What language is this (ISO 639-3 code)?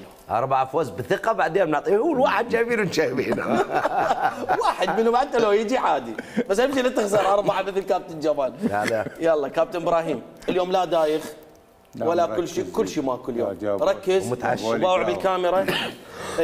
acm